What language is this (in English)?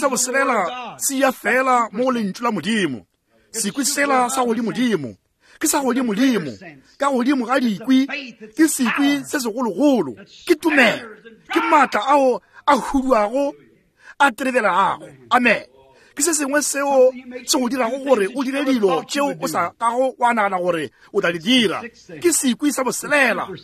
Northern Sotho